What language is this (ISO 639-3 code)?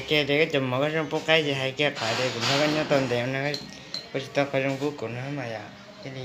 hmn